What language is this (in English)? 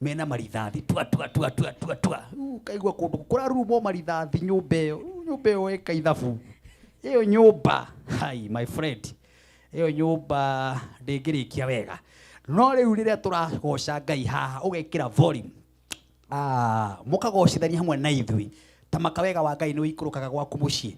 Kikuyu